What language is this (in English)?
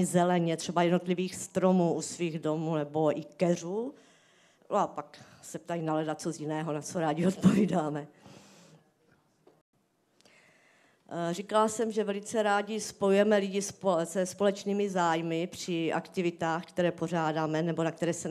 Czech